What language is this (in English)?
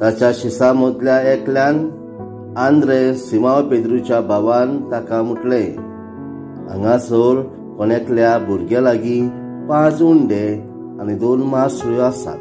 Konkani